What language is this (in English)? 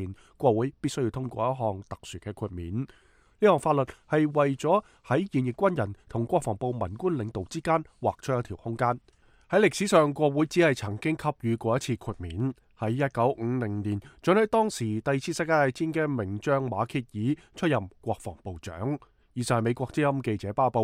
Cantonese